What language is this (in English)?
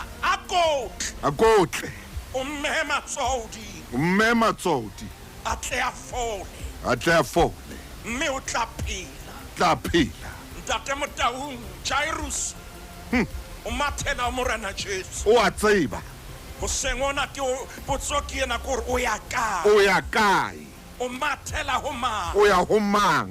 Southern Sotho